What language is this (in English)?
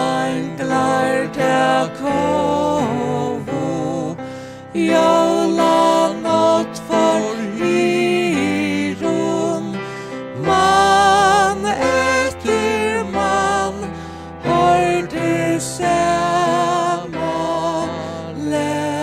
Faroese